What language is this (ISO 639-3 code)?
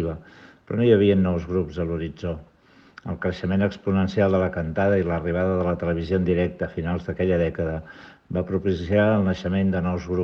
cat